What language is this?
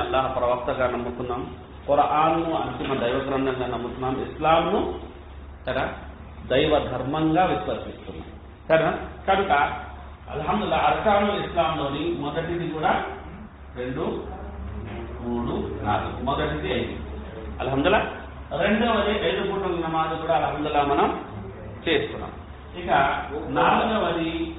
Telugu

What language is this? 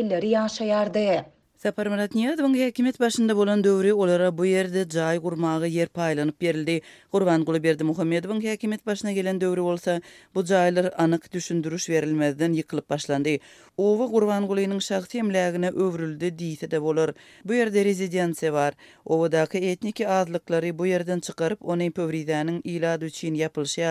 Turkmen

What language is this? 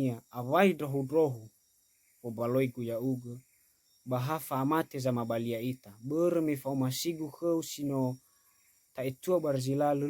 Nias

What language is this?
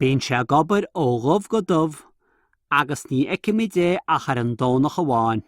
Irish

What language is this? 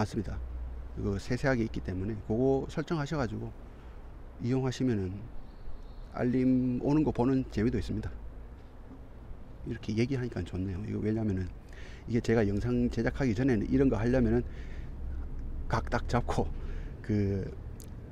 Korean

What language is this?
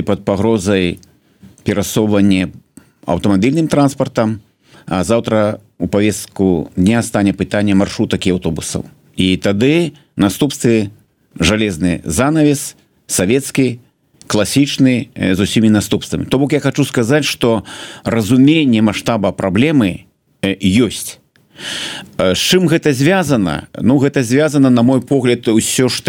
Belarusian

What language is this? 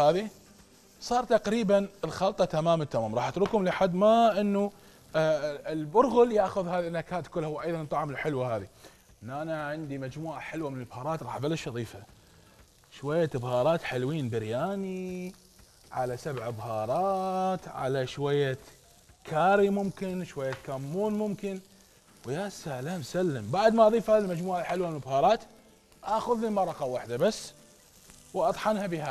Mesopotamian Arabic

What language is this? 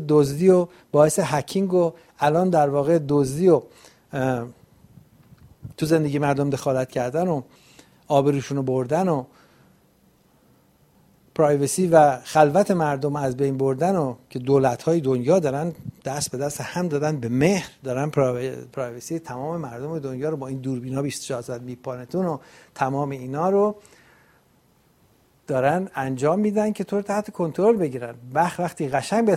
Persian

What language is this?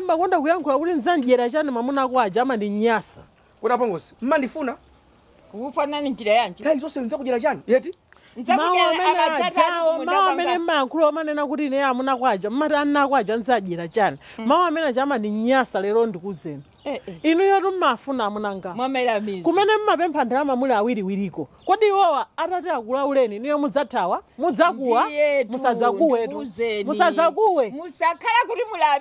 Nyanja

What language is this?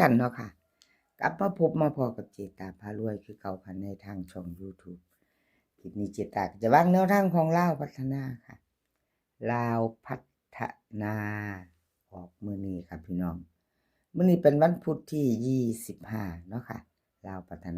Northeastern Thai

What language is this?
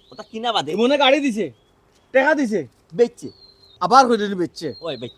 Sylheti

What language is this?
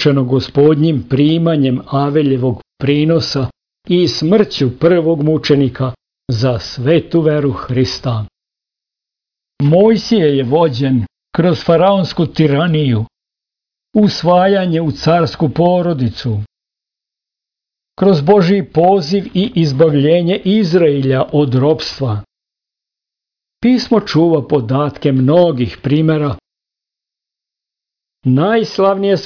Serbian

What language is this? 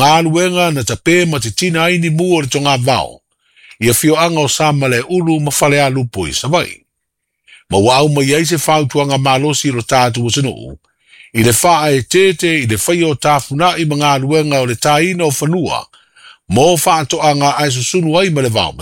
Samoan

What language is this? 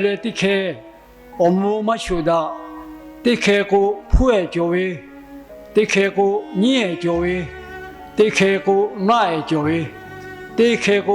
Lahu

